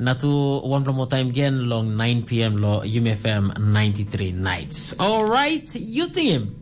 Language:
Tok Pisin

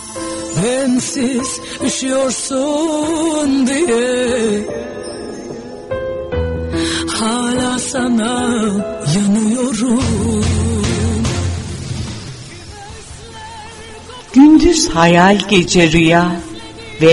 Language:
Turkish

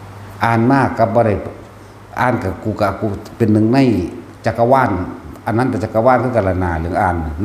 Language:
Northeastern Thai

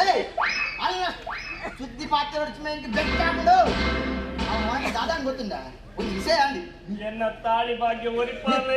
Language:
Tulu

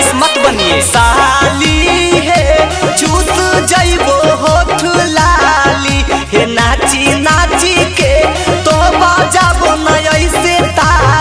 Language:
Magahi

